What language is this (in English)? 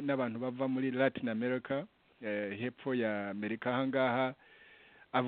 Kinyarwanda